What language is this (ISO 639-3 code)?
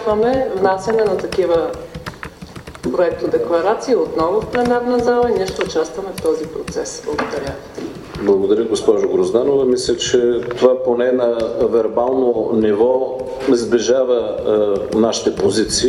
bul